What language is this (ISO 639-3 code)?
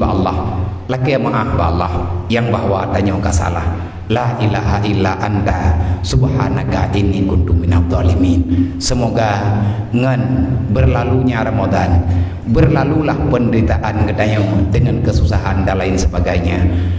ace